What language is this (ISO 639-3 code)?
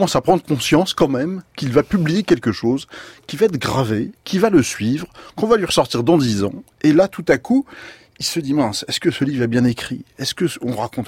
fra